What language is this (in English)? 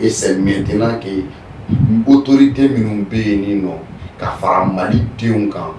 Bambara